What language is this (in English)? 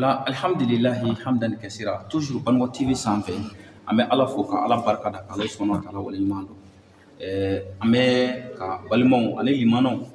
Bambara